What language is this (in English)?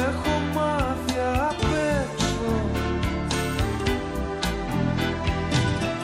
Greek